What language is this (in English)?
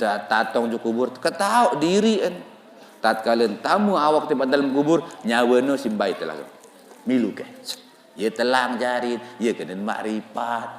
Sasak